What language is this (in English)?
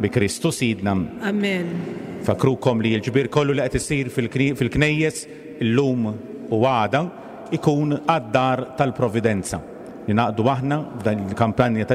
Maltese